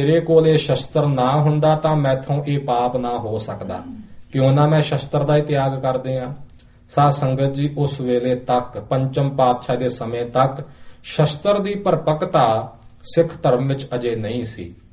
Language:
Punjabi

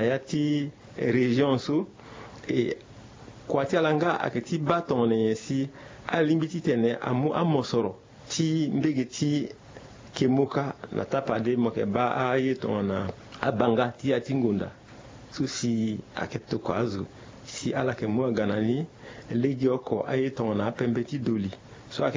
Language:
Sango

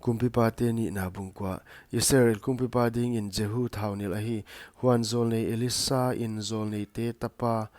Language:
Paite Chin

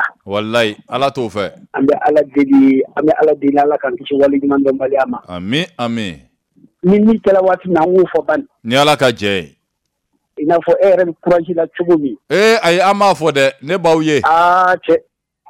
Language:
Bambara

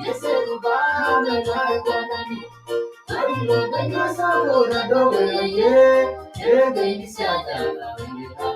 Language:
Masai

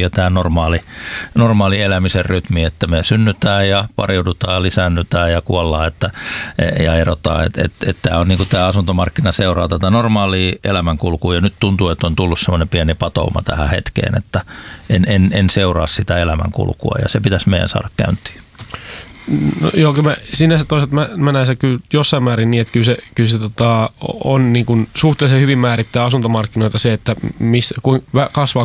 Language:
Finnish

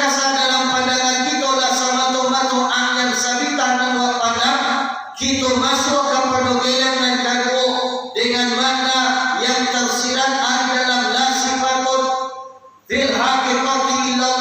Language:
Minangkabau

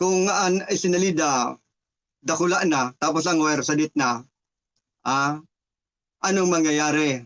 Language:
Bikol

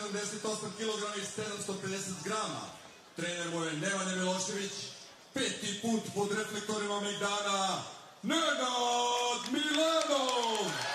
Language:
Serbian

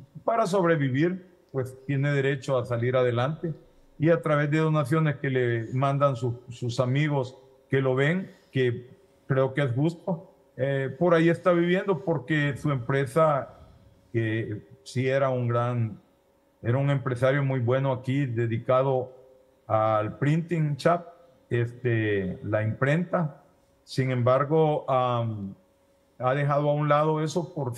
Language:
Spanish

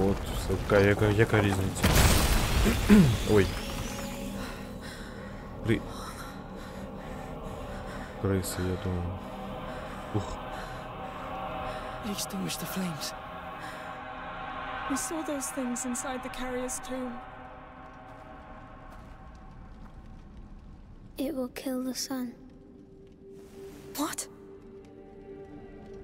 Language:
Ukrainian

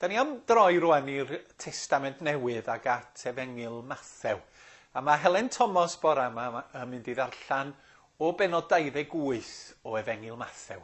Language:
Welsh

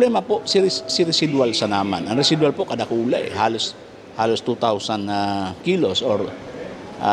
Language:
Bikol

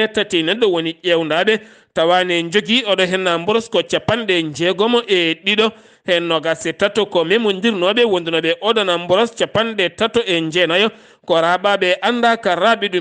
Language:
Fula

